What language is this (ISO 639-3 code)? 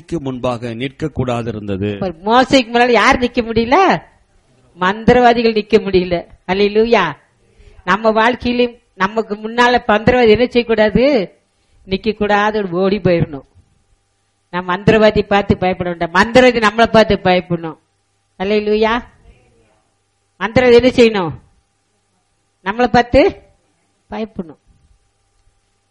tam